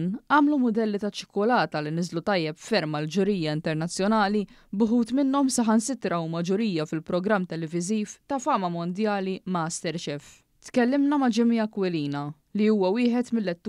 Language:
Maltese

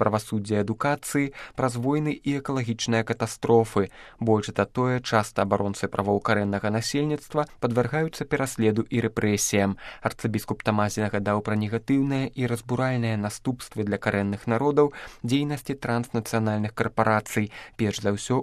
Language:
Belarusian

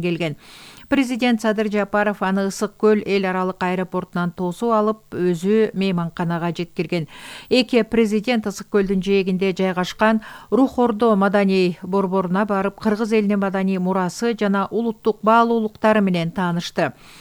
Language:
Kyrgyz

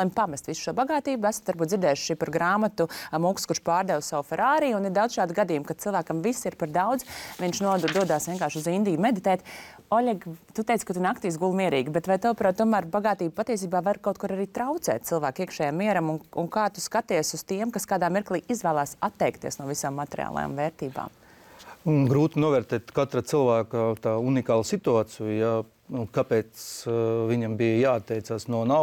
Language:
Latvian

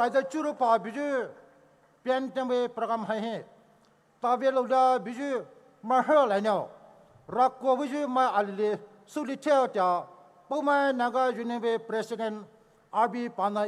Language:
Poumei Naga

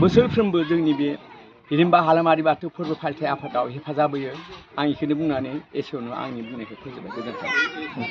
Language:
Bodo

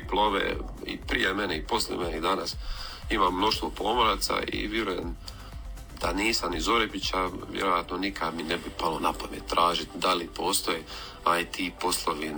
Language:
Croatian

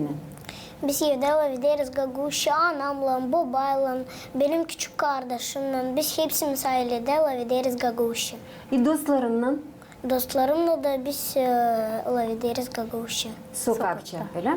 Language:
Gagauz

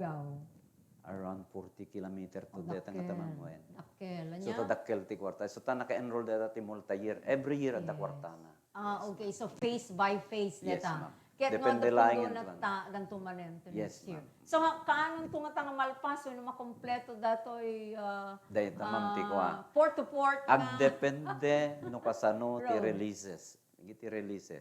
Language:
Iloko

